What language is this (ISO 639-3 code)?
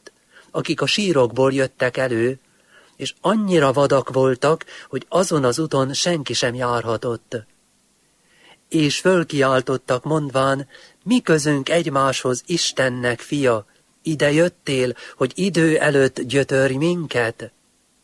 hun